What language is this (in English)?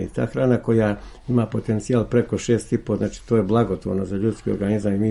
Serbian